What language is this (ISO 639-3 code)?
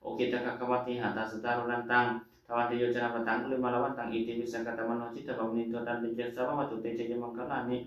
pli